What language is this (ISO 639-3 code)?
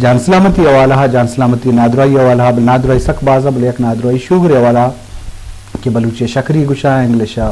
bgp